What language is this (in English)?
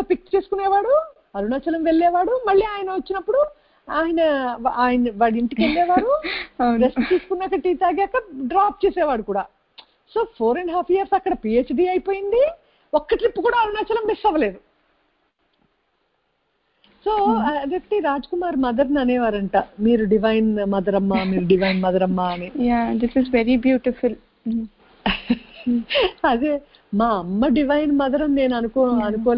Telugu